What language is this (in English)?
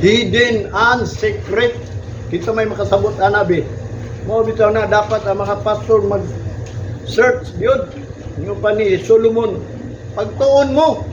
Cebuano